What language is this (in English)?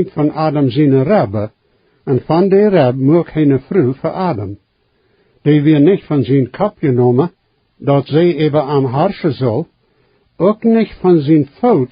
Plautdietsch